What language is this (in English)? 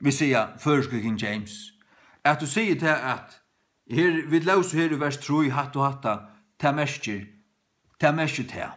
Faroese